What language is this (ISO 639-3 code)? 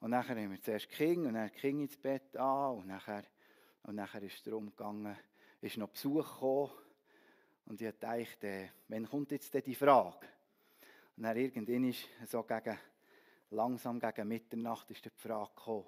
gsw